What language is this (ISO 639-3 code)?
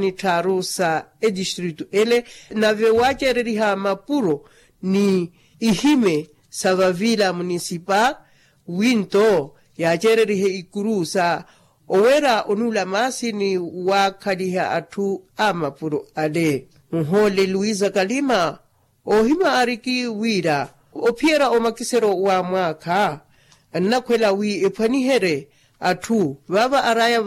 vmw